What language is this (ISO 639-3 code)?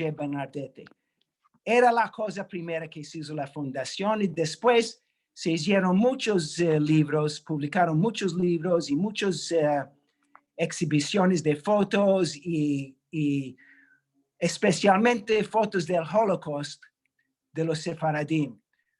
lad